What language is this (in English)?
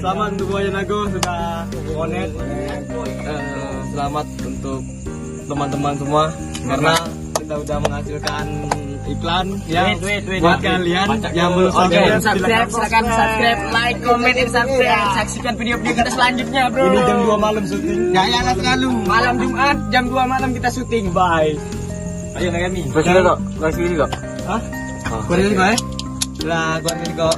Musi